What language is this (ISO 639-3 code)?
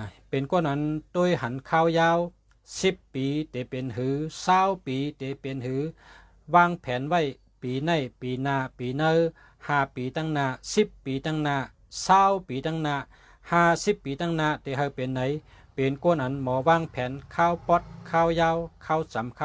shn